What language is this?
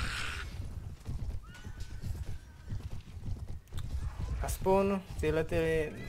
Czech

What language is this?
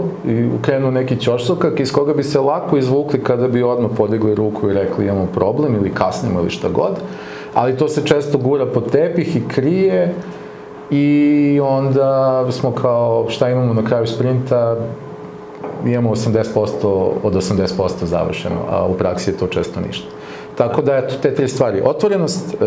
Serbian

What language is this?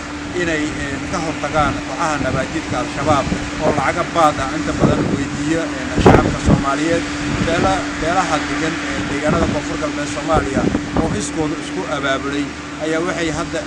Somali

